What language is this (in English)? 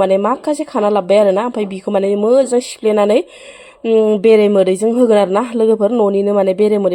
Bodo